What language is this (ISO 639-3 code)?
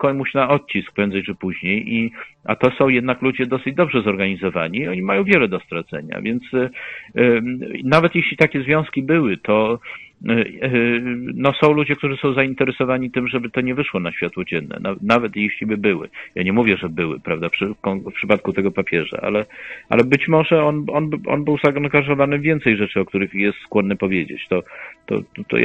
pol